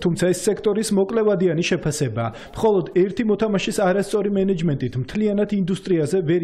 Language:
Georgian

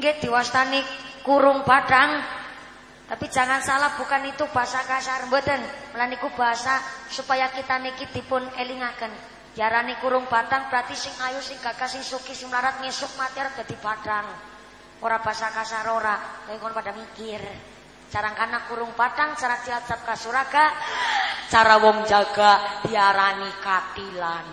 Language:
Javanese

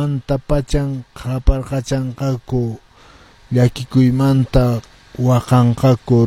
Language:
Quechua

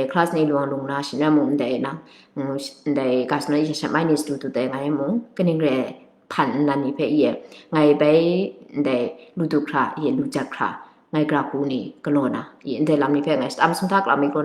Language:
Kachin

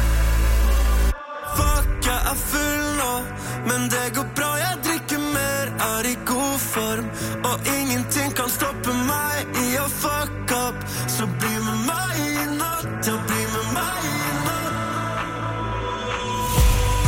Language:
Norwegian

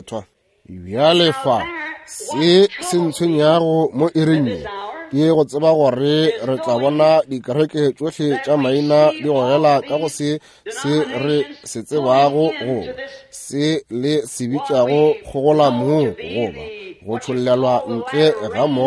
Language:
Northern Sotho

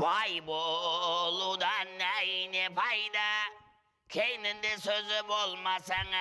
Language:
Kara-Kalpak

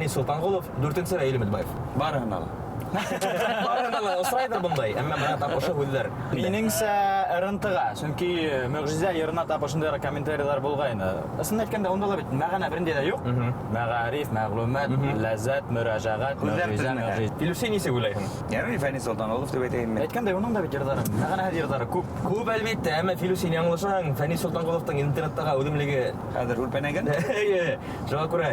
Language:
Bashkir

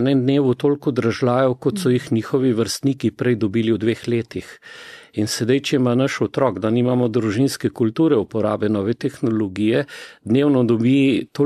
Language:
Slovenian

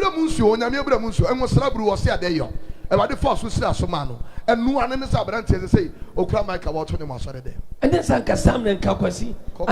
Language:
Akan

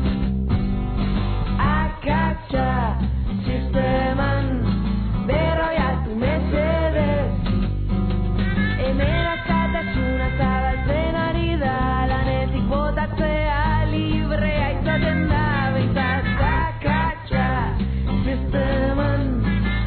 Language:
Basque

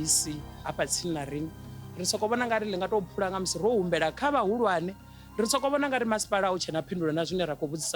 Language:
Venda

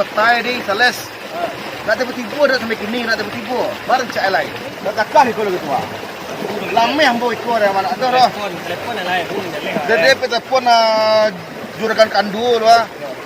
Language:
Minangkabau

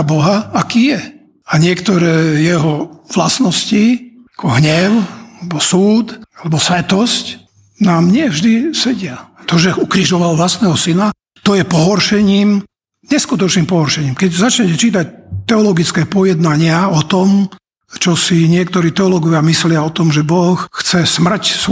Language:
Slovak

